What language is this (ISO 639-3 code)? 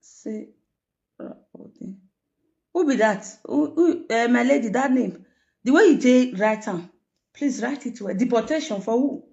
pcm